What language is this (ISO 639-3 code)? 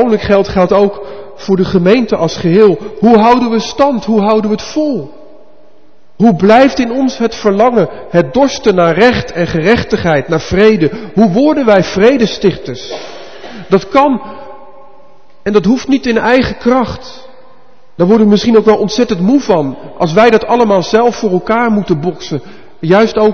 nld